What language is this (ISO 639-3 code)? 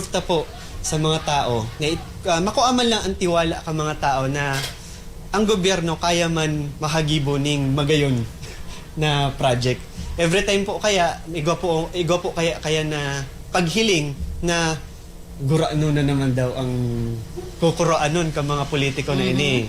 bik